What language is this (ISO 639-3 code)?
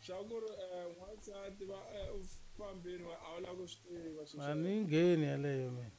tso